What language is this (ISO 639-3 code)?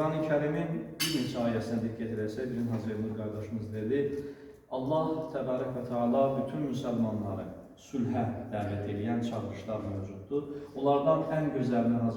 aze